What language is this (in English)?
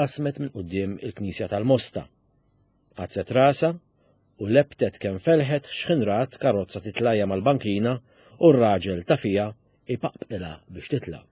Maltese